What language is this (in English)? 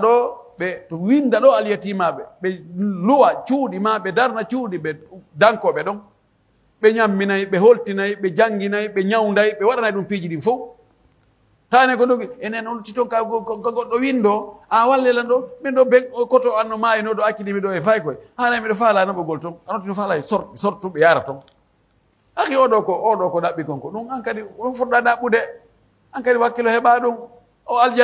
Pular